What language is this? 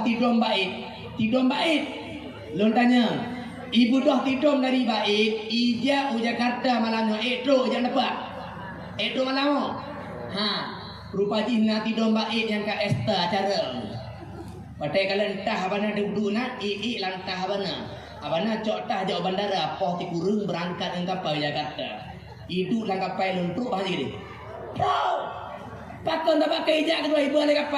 Achinese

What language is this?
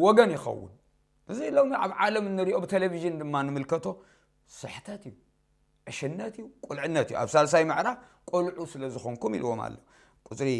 Tigrinya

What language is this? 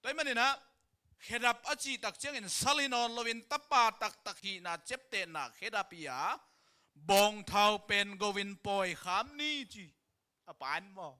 Tedim Chin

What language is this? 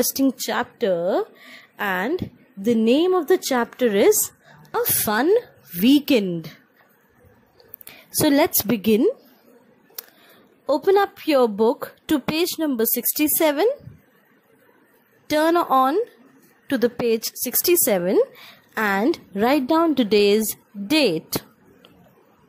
English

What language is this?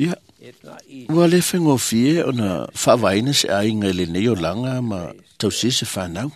Samoan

